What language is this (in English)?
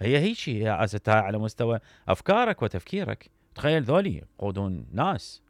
Mesopotamian Arabic